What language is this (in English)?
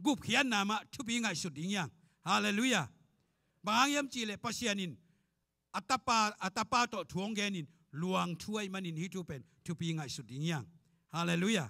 Tedim Chin